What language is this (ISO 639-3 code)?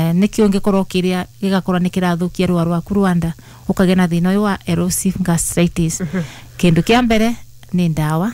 kik